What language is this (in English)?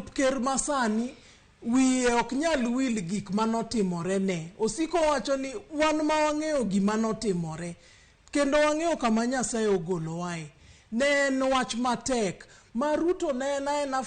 Luo (Kenya and Tanzania)